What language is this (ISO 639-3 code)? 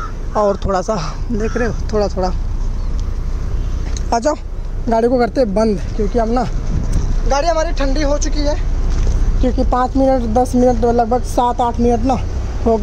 hin